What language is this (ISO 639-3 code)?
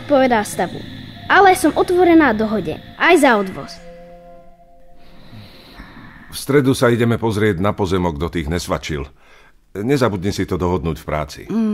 slk